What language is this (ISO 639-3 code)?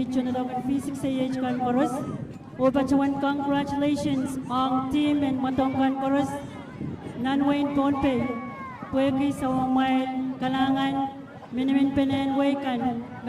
pon